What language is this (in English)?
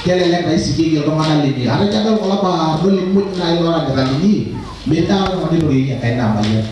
Masai